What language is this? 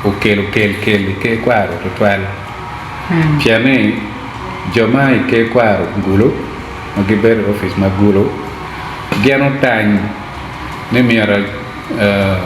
Acoli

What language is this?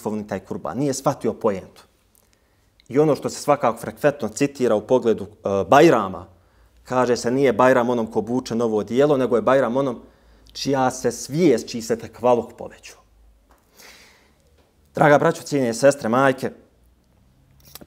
Bosnian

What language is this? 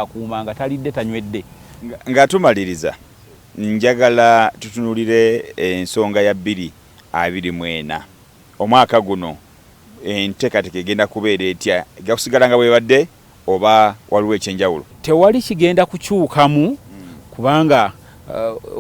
Ganda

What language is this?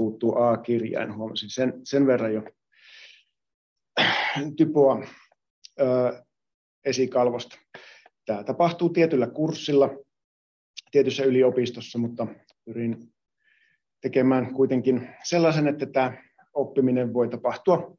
Finnish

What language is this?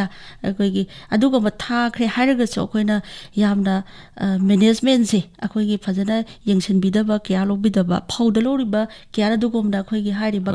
Manipuri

